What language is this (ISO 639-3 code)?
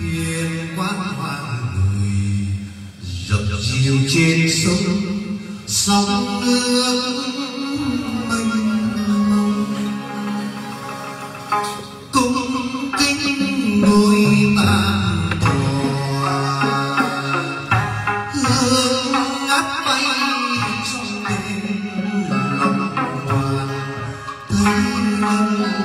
vie